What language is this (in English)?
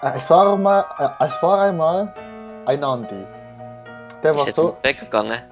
Swiss German